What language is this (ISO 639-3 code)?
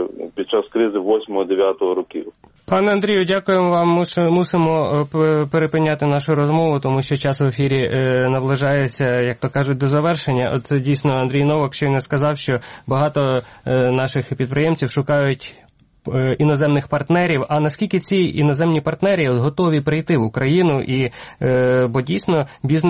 ukr